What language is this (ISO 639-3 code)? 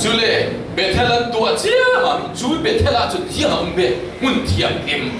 cfm